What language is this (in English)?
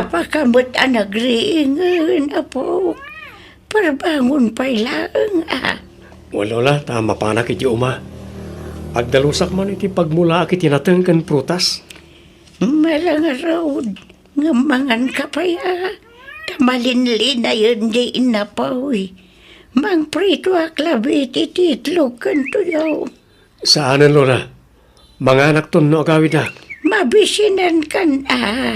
Iloko